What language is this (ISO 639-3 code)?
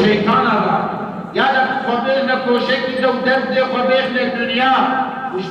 kur